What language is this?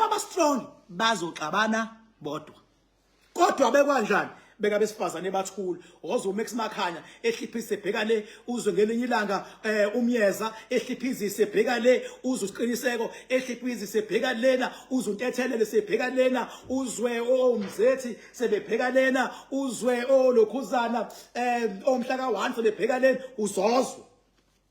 Zulu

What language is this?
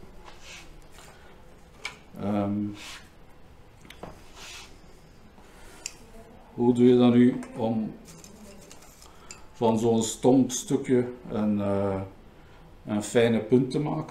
Dutch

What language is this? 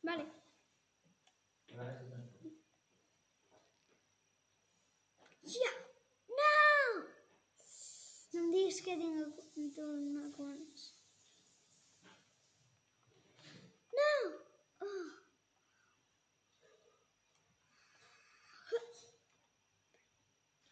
Catalan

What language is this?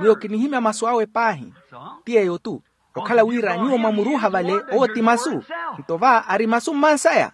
Makhuwa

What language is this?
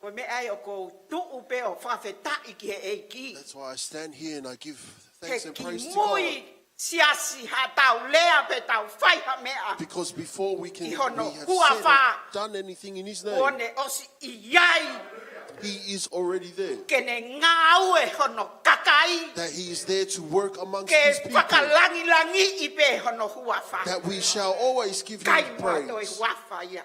Tongan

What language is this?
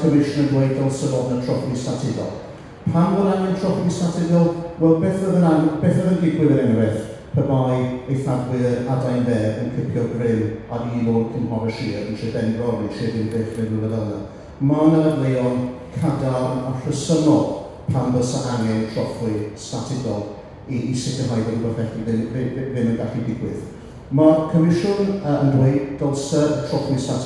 Welsh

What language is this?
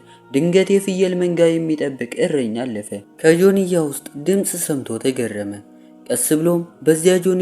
Amharic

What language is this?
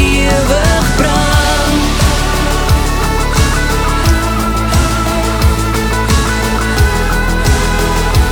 Afrikaans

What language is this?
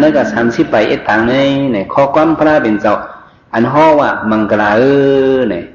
Shan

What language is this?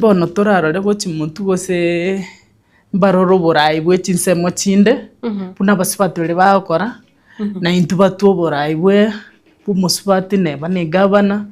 Gusii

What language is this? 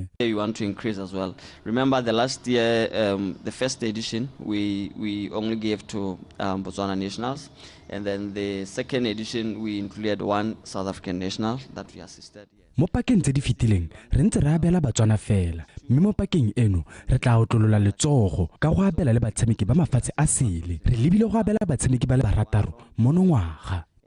Tswana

